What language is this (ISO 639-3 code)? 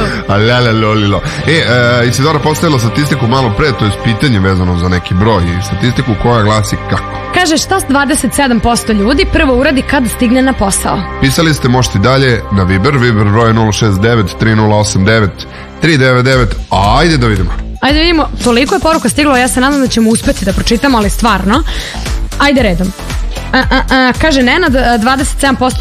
srp